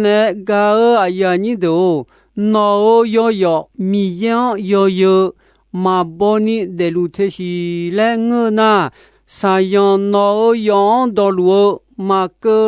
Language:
Akha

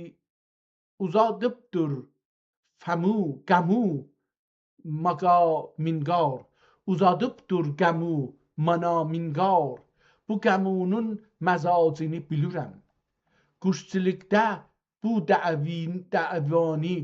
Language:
South Azerbaijani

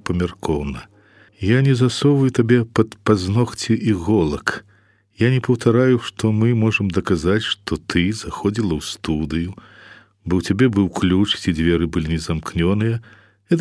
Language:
Belarusian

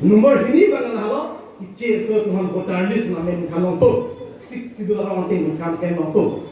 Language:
Karbi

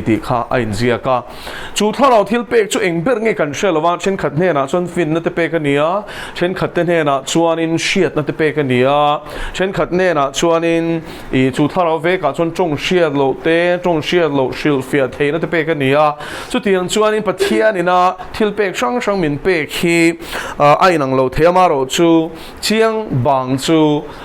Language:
Mizo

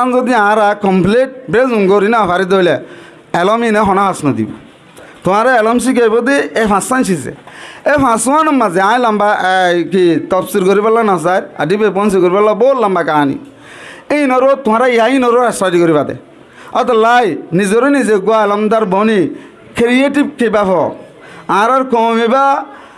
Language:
Rohingya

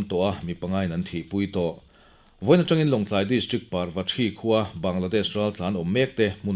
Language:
Mizo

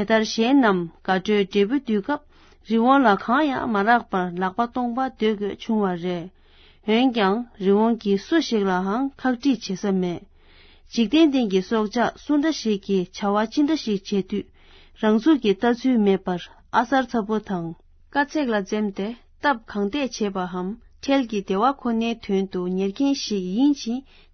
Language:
Tibetan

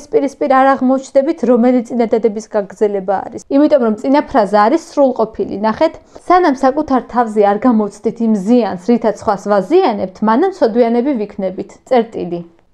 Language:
Georgian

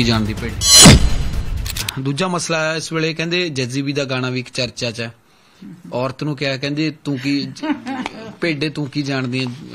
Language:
Punjabi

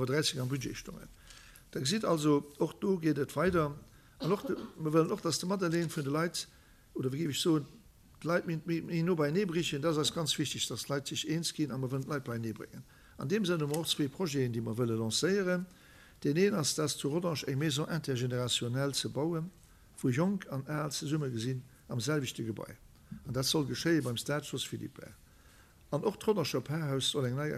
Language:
Luxembourgish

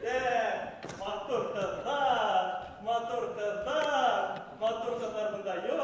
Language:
Bashkir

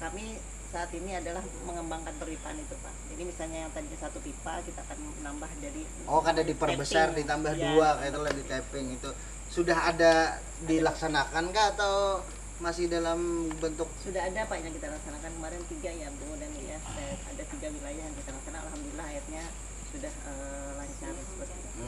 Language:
Banjar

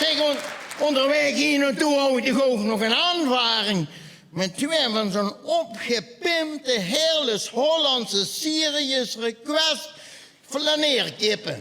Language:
Limburgish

